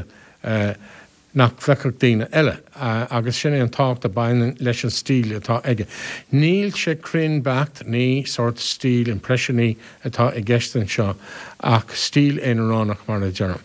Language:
Irish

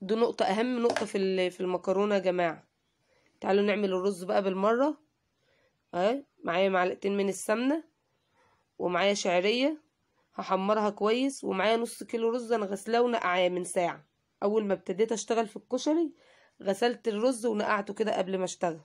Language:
Egyptian Arabic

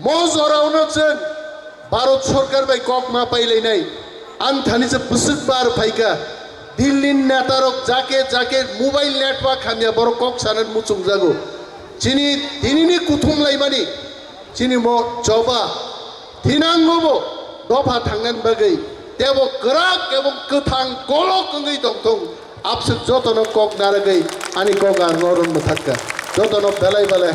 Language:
Kok Borok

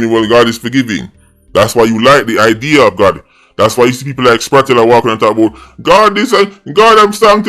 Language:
Jamaican Creole English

